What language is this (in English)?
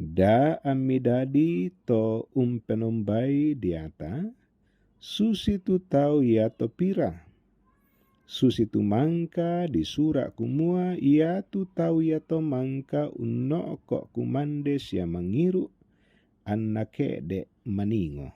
Toraja-Sa'dan